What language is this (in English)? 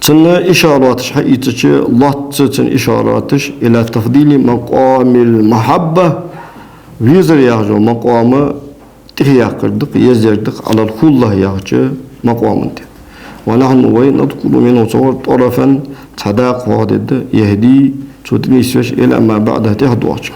Ingush